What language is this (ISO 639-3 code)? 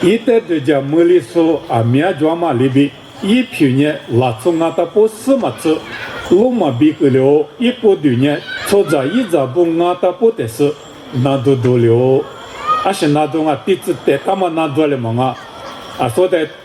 lis